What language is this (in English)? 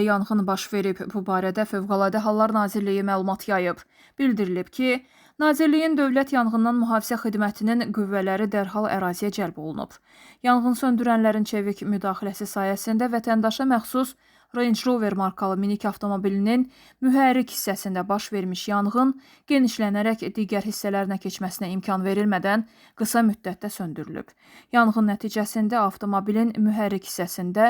Azerbaijani